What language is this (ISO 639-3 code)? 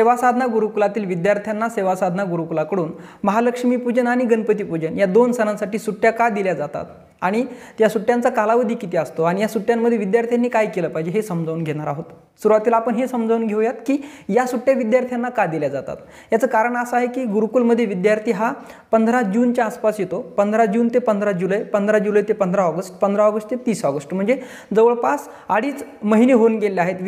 mar